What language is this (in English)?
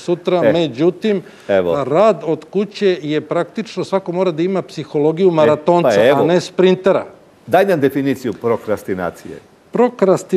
Serbian